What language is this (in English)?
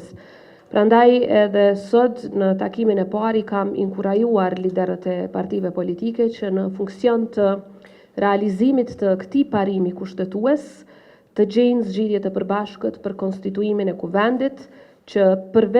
Albanian